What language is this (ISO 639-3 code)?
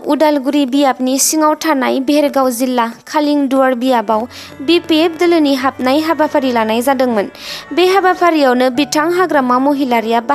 brx